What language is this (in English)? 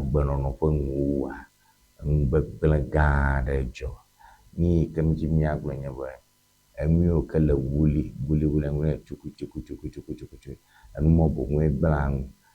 Ewe